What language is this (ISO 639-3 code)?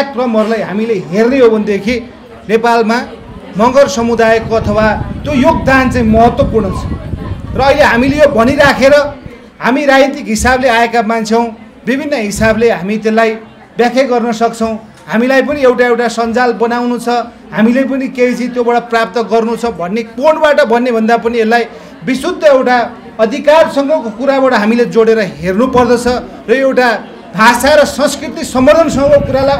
nep